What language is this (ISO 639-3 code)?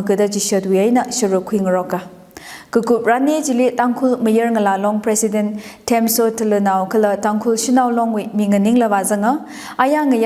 nmf